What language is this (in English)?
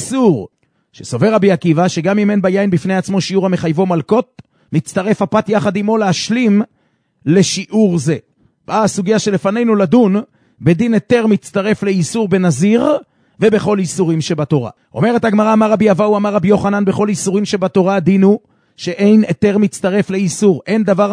Hebrew